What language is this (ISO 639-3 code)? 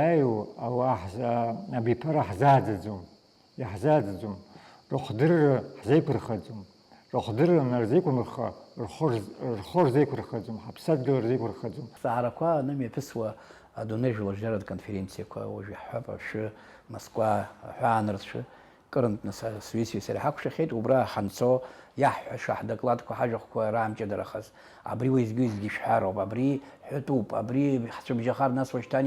abk